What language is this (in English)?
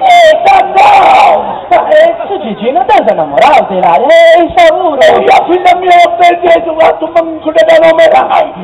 Sardinian